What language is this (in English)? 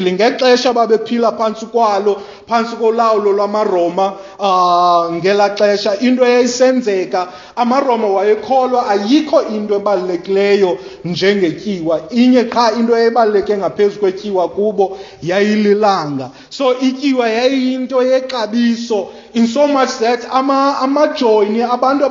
Xhosa